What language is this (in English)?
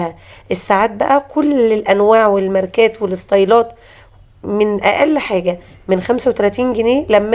Egyptian Arabic